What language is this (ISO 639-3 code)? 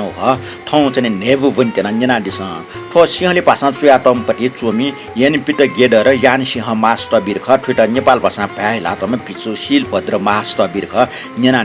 new